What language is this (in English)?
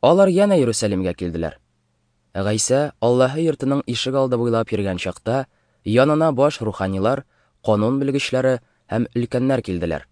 Tatar